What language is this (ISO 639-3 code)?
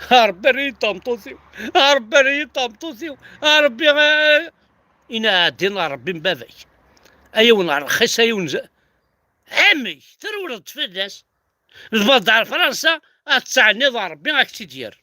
kab